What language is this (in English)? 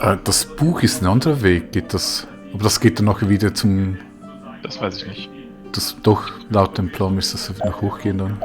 Swiss German